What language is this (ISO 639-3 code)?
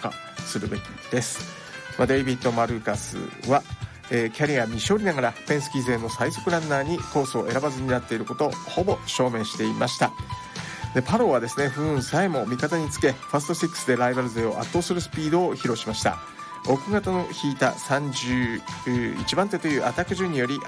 jpn